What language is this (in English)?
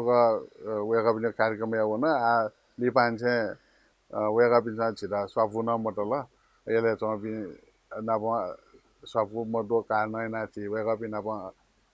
Newari